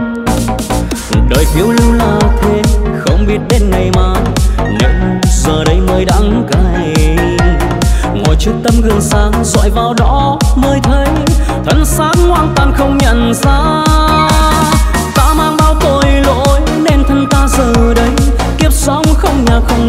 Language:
Vietnamese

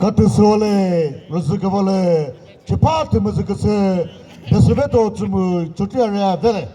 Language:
Chokri Naga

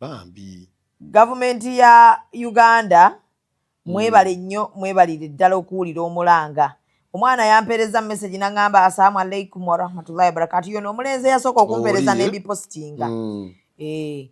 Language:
Ganda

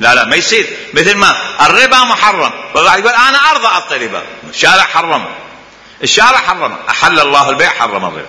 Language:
Mesopotamian Arabic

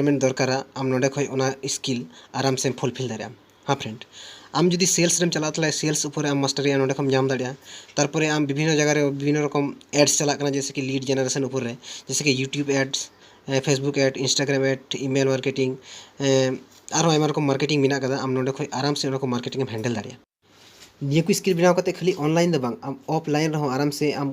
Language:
Santali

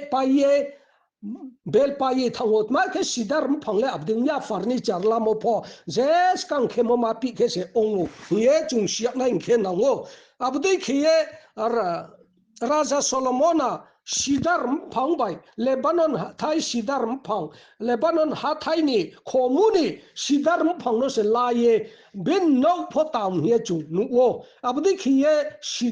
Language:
Riang (India)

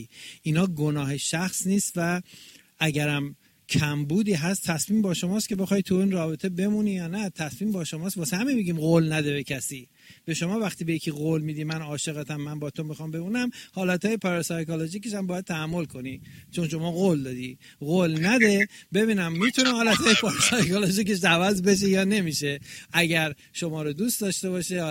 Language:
Persian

